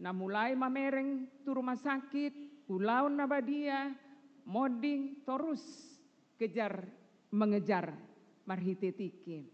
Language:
Batak Toba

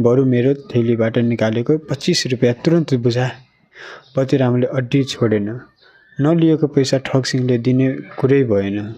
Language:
Nepali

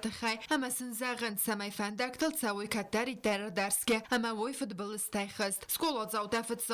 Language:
Ossetic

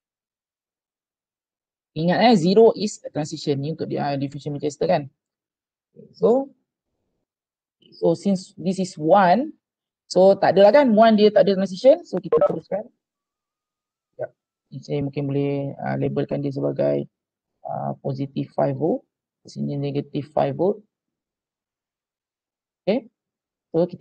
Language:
Malay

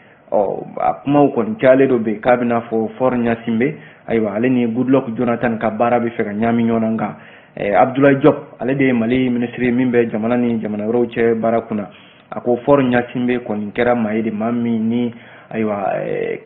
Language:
Bambara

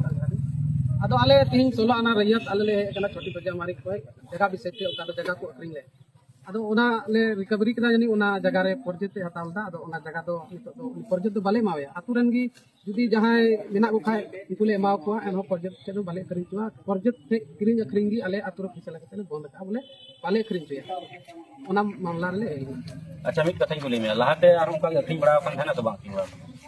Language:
Santali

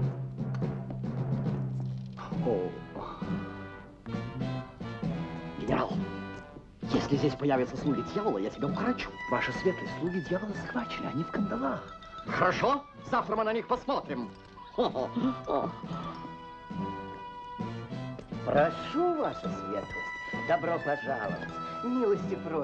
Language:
Russian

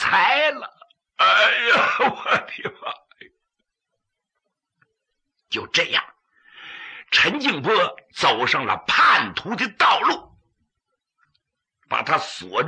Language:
Chinese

